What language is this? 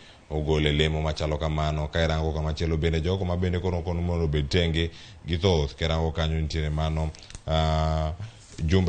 Luo (Kenya and Tanzania)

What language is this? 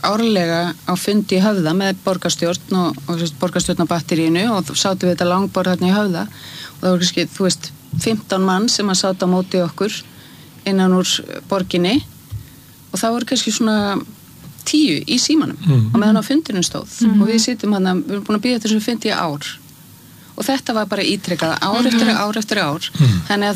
Icelandic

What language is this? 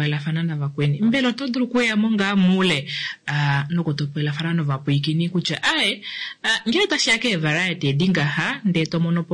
Kuanyama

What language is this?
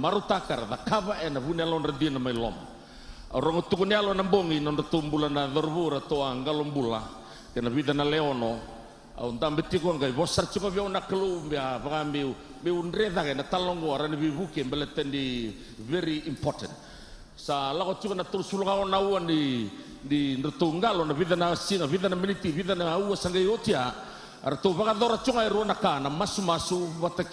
Fijian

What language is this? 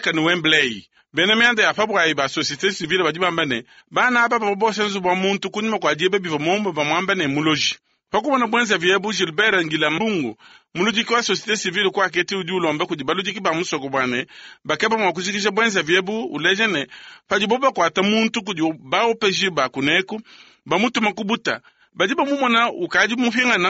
Luba-Lulua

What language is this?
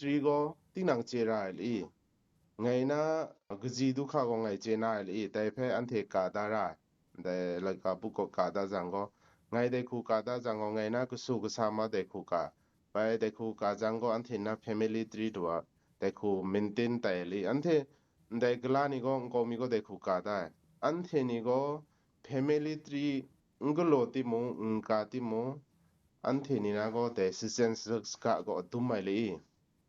Kachin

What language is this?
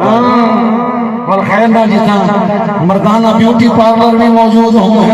Saraiki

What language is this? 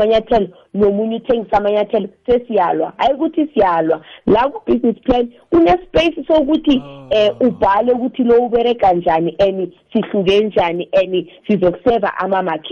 South Ndebele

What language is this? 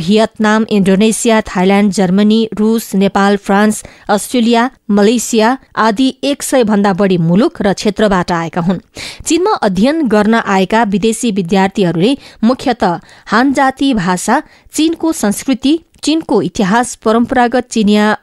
Nepali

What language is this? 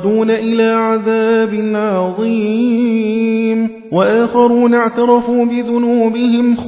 Arabic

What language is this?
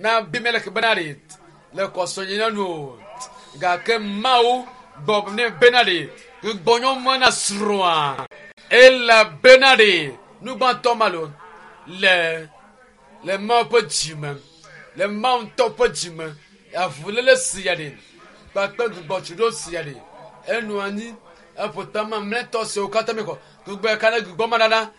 Ewe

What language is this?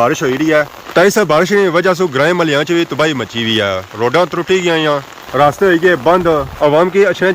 Pahari-Potwari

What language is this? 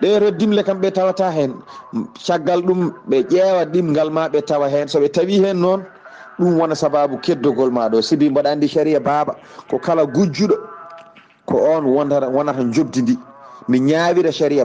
Fula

